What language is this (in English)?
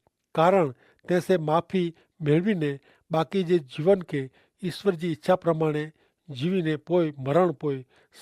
Kachhi